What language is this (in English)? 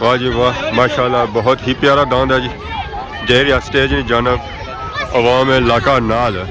Pahari-Potwari